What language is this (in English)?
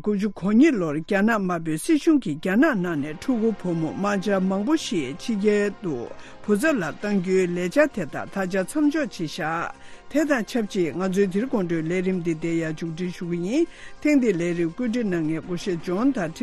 Tibetan